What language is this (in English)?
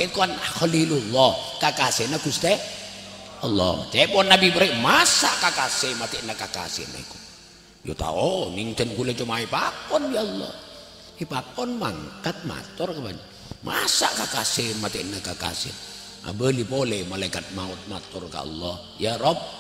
Madurese